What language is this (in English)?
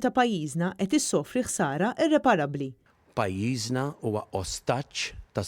Maltese